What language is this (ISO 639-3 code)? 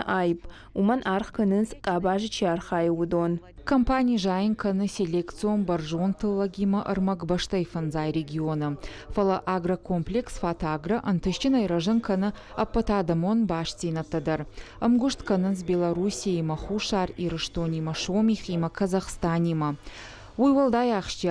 oss